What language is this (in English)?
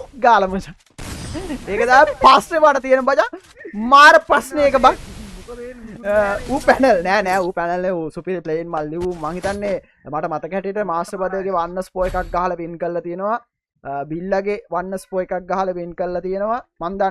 Sinhala